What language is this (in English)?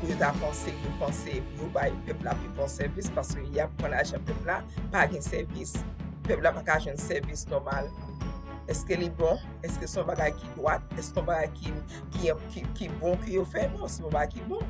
Haitian Creole